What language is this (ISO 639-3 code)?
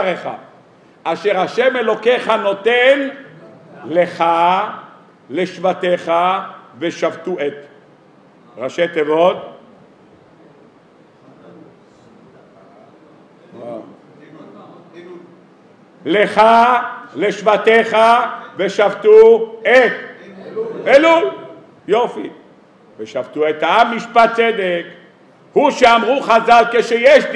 heb